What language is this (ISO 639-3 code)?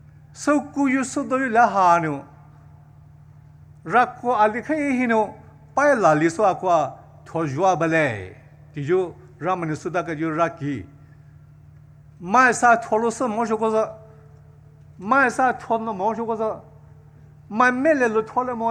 pmx